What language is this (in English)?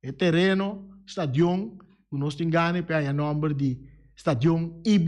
Papiamento